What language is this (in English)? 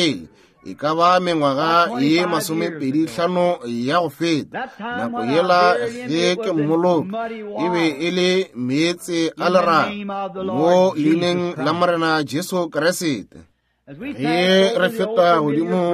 Northern Sotho